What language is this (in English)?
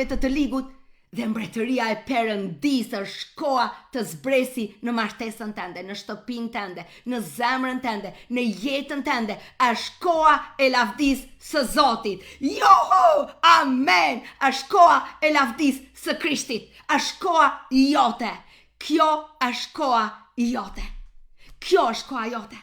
Albanian